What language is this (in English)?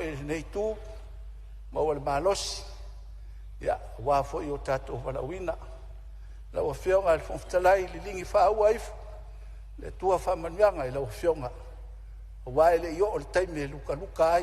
Samoan